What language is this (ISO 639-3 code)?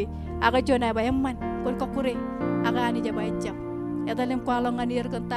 mah